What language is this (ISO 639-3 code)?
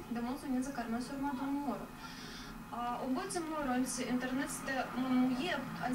myv